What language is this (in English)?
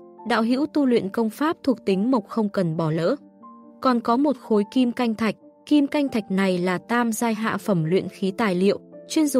Vietnamese